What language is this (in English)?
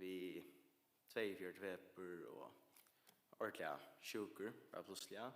Faroese